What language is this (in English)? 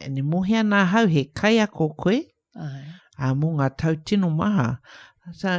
Māori